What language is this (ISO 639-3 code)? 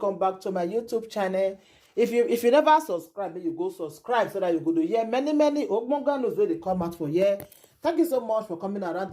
pcm